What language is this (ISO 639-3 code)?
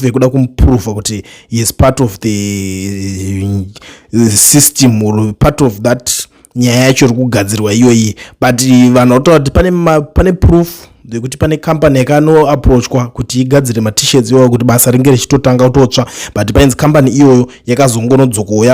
sna